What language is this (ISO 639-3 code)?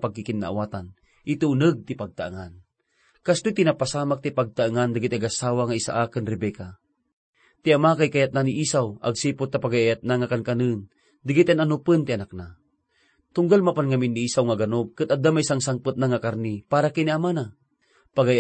ilo